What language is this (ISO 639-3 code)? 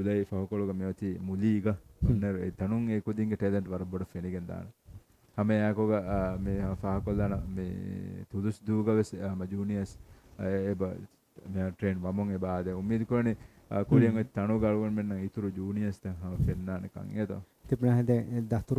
div